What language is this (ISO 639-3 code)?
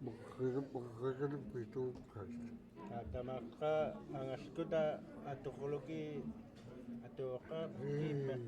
esu